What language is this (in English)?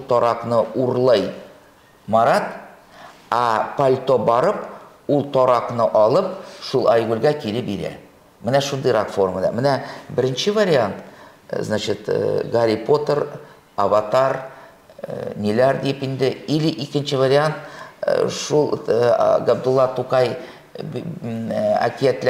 Tatar